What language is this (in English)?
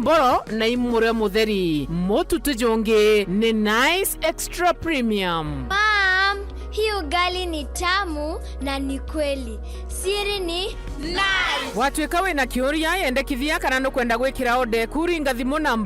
Meru